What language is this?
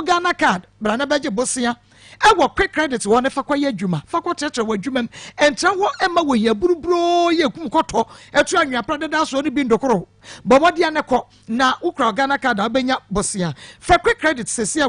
Akan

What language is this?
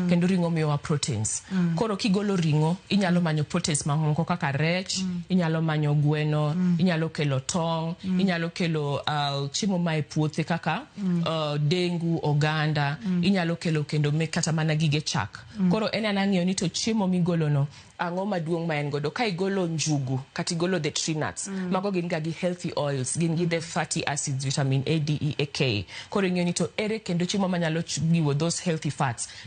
Luo (Kenya and Tanzania)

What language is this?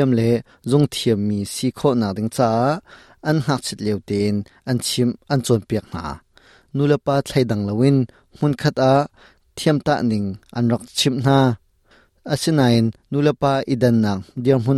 Hakha Chin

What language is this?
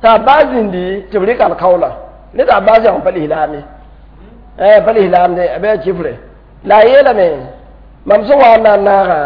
Mossi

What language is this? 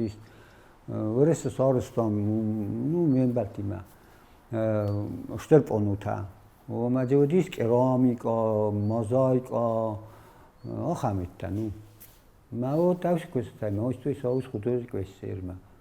Ossetic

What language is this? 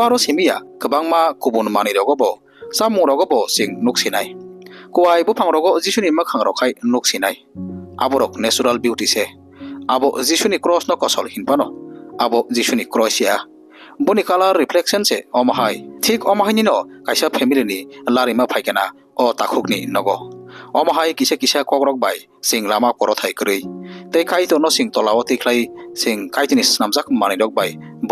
Kok Borok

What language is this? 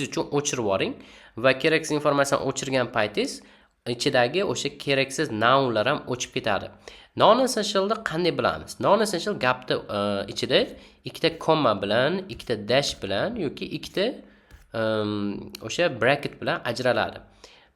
Uzbek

